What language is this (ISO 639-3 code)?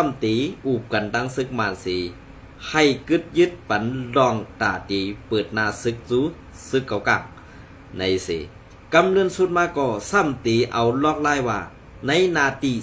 shn